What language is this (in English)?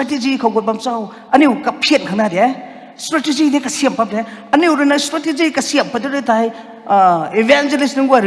Rongmei Naga